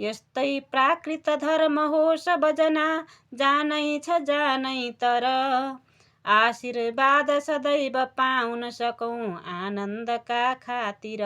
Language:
Nepali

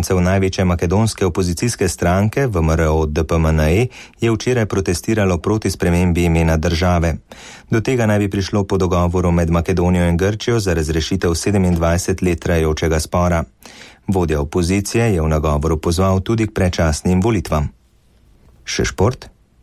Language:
Slovenian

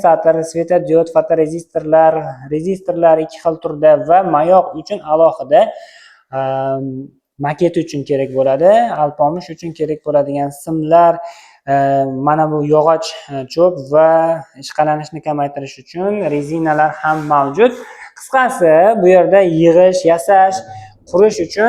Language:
Uzbek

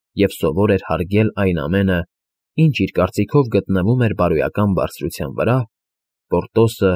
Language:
Armenian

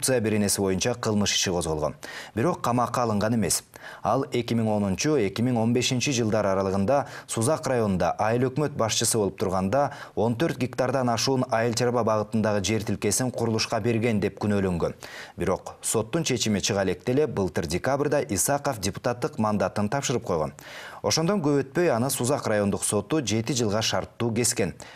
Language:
Kyrgyz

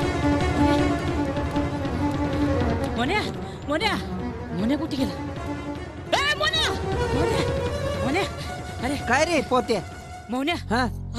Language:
Marathi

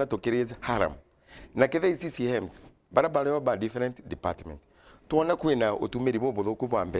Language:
Meru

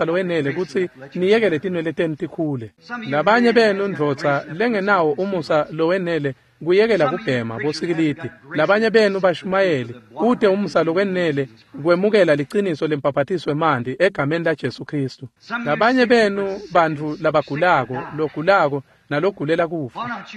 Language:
Swati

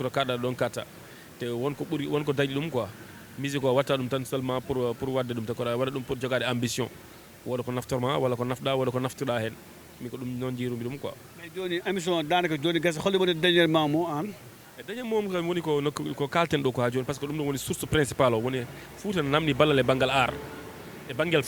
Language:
Fula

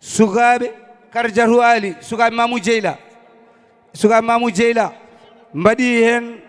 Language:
Fula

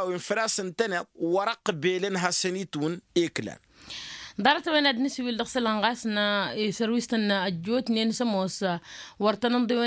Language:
Tamasheq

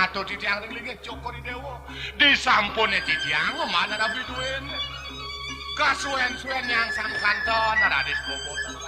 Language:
Balinese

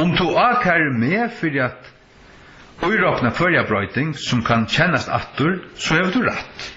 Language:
Faroese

